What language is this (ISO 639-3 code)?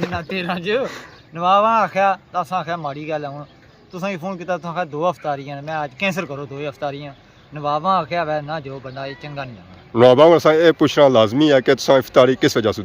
phr